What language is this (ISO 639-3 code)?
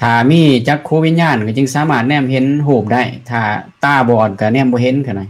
lao